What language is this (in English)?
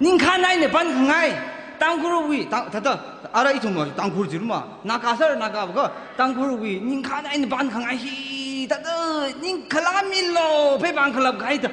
Tangkhul Naga (India)